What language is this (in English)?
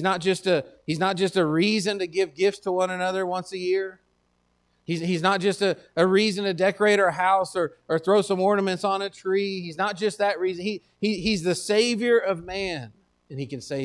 English